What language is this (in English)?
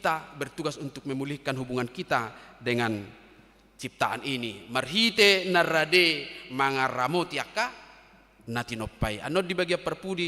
Batak Toba